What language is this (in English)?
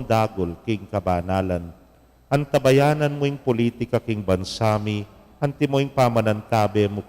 Pampanga